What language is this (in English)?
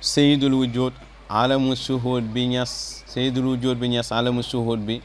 Wolof